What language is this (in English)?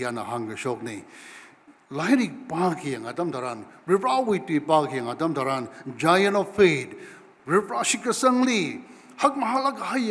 Tangkhul Naga (India)